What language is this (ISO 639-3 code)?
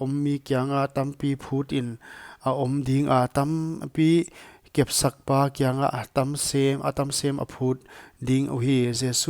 pck